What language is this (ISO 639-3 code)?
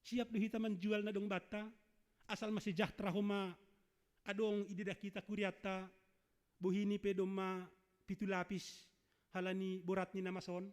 bts